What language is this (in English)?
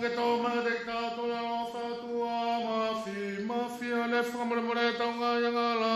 Tongan